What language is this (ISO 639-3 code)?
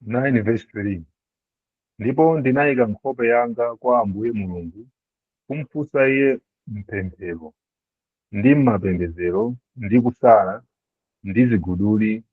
nya